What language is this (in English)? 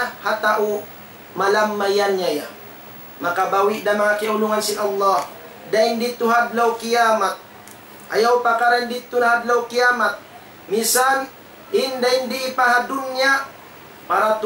Tausug